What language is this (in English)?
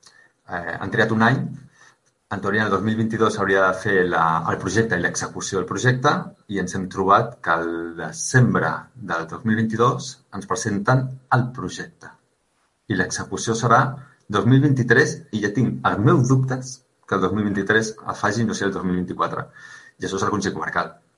Catalan